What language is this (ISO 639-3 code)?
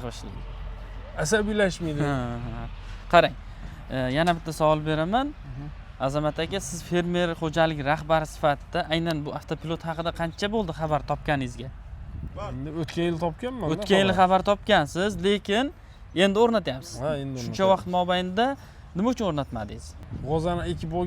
uzb